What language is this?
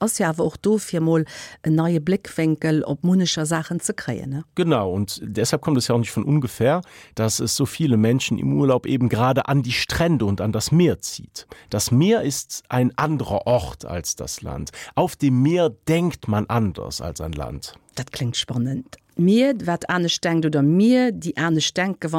Luxembourgish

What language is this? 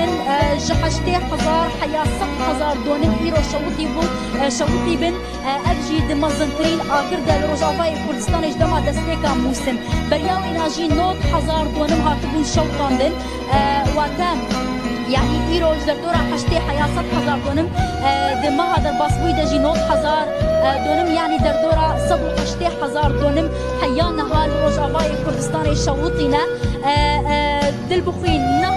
Kurdish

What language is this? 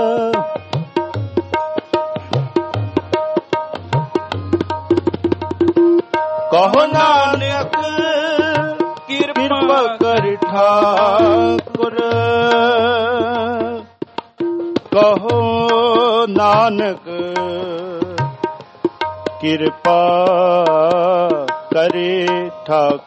Punjabi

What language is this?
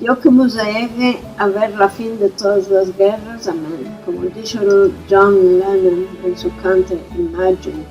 Ladino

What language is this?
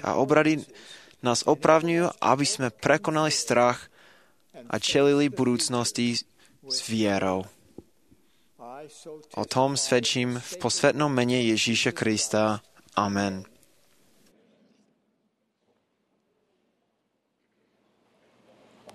Slovak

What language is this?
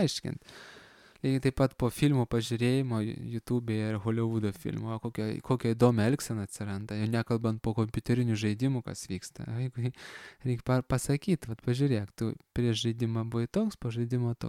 Lithuanian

